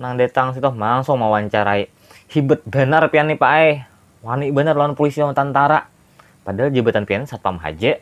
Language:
Banjar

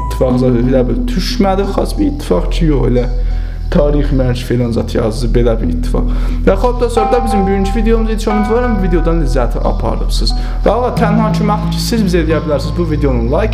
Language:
South Azerbaijani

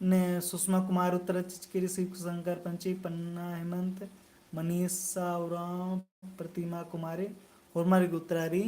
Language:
Kurukh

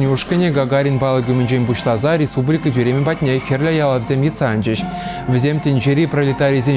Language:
Chuvash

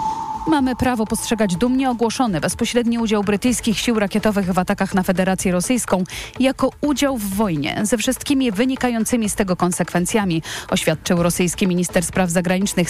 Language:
Polish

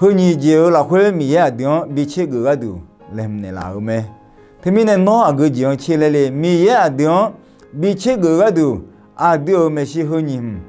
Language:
Akha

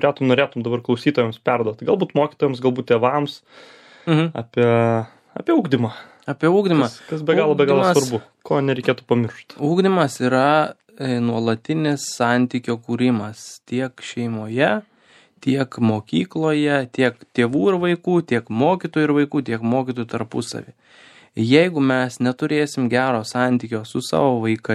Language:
Lithuanian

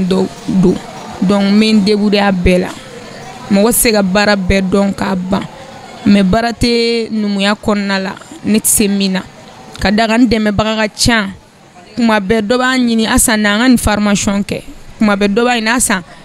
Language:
Bambara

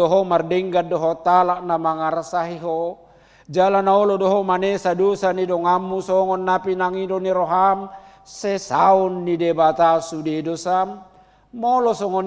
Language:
Batak Toba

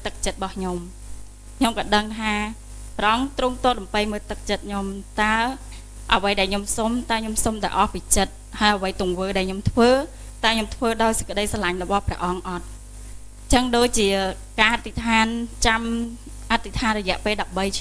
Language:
Khmer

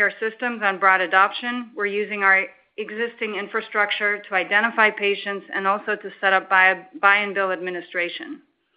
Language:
English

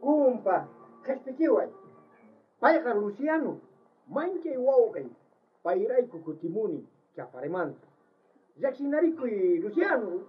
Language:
South Bolivian Quechua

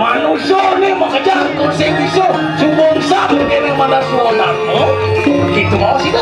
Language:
Balinese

